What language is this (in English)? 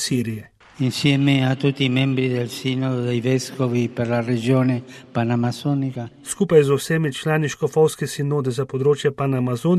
Slovenian